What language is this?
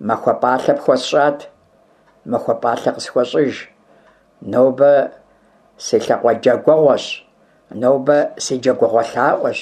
Kabardian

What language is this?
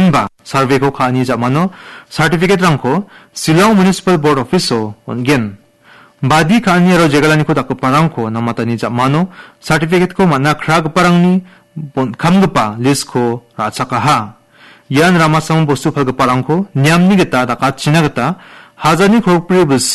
Garo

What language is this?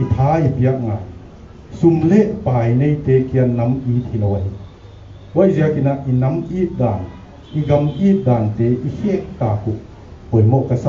Paite Chin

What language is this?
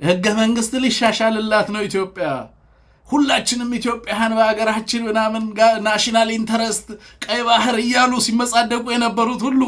Amharic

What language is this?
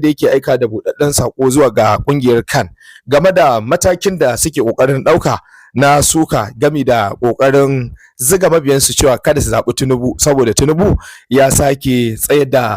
Hausa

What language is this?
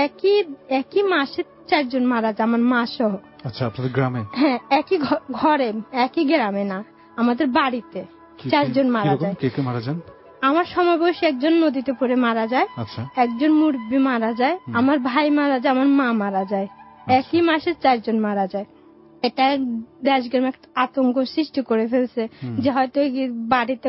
Bangla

